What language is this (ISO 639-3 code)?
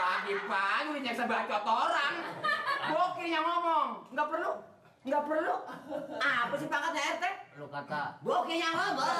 bew